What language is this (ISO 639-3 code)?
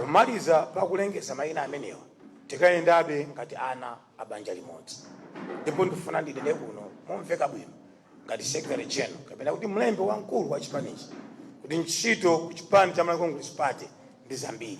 nya